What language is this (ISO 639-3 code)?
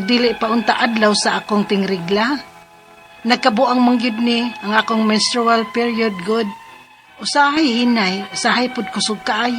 ceb